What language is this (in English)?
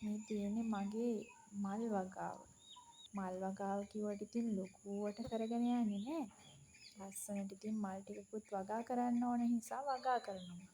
Sinhala